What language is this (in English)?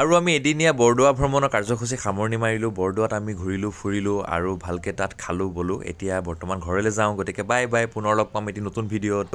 Assamese